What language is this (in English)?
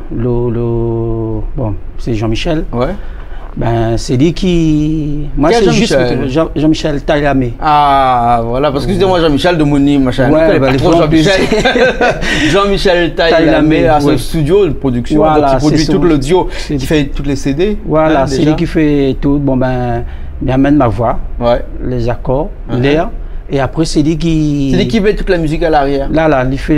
Réunion Creole French